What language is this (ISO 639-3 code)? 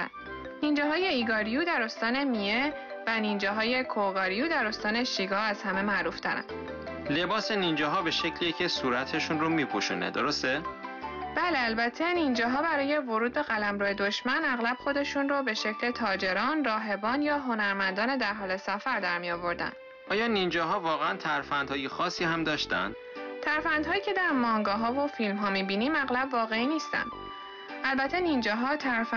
fas